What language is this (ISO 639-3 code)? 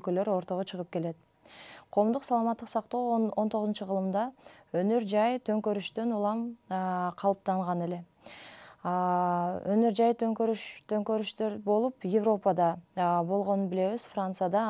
kir